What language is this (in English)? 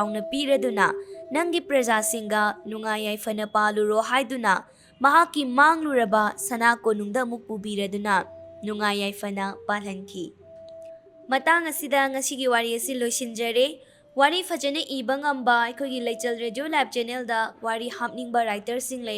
Manipuri